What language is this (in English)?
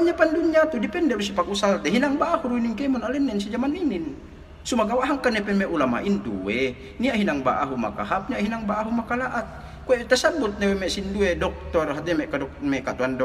Yakan